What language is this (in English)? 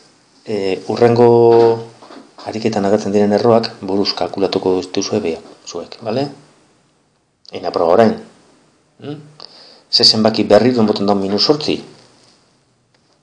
Basque